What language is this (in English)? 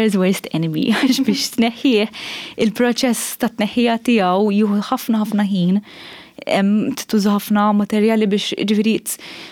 Maltese